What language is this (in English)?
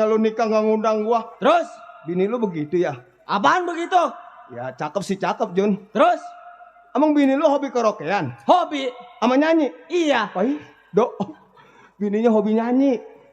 Betawi